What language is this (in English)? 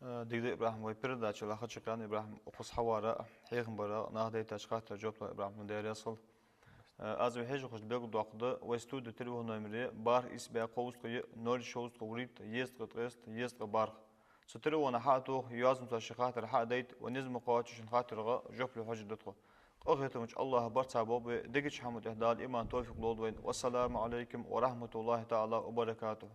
Ingush